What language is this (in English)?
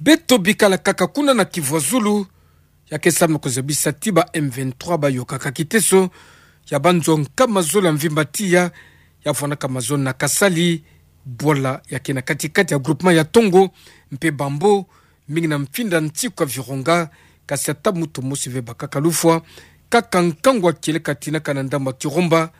Kituba (Democratic Republic of Congo)